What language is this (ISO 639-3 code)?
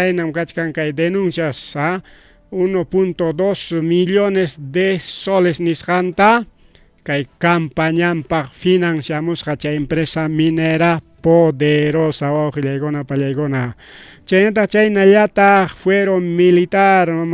quy